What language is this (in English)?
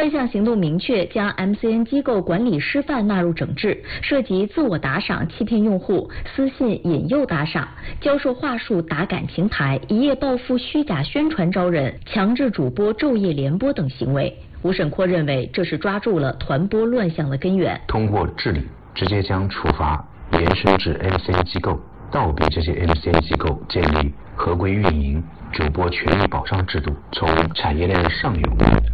Chinese